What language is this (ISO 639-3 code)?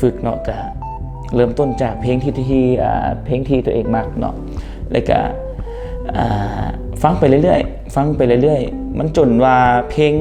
lao